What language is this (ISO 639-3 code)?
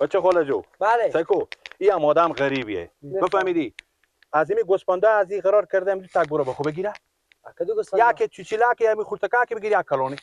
fas